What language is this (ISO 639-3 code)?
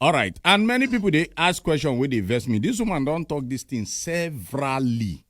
pcm